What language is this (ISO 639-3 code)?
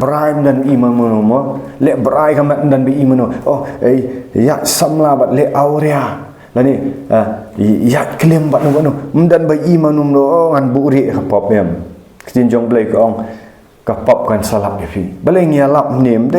kha